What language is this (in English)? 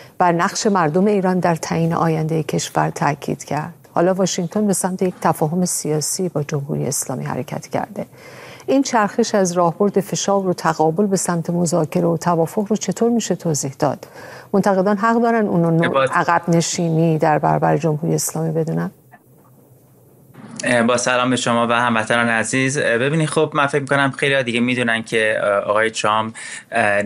Persian